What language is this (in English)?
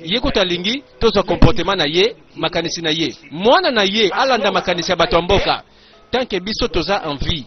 Lingala